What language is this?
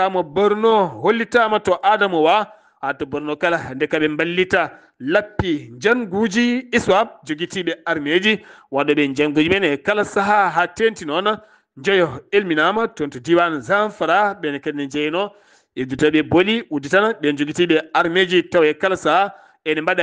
Fula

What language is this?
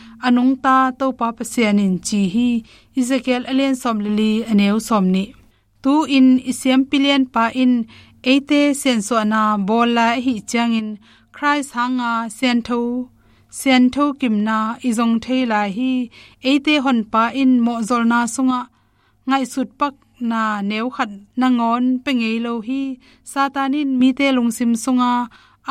Tedim Chin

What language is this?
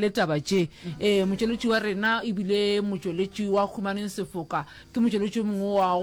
Northern Sotho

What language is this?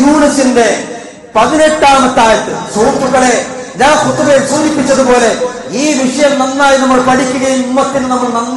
Malayalam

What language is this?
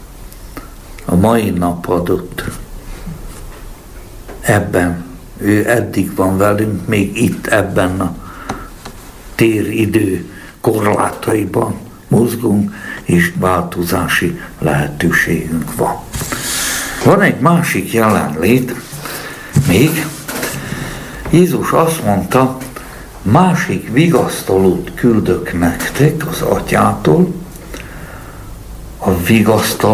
Hungarian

